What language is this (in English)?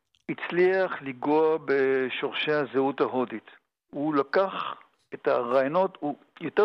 Hebrew